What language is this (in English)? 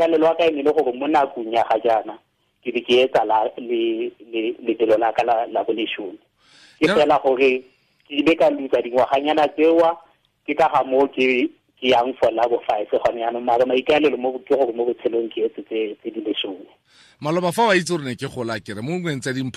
Tswana